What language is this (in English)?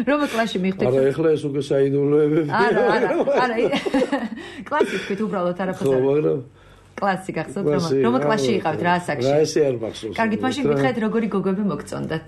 Georgian